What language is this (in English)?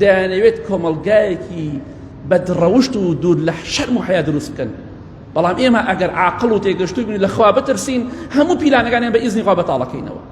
Central Kurdish